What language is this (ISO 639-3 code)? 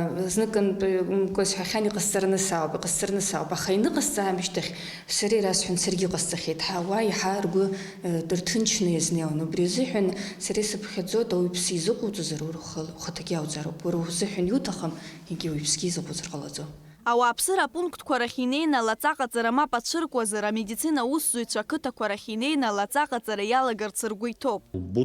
abk